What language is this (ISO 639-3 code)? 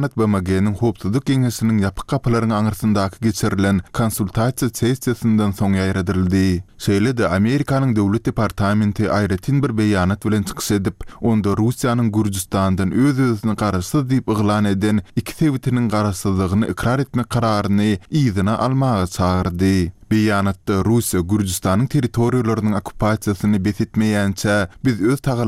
tuk